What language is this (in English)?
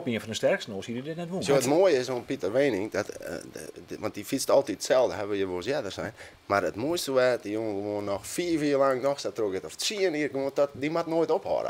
Western Frisian